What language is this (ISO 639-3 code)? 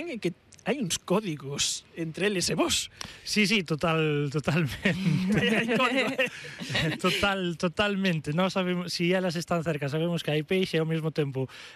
glg